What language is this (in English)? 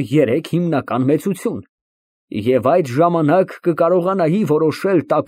Armenian